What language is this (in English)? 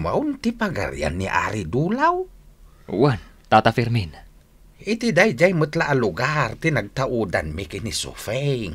Iloko